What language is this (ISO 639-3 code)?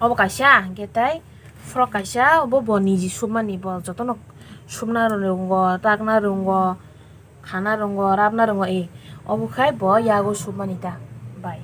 trp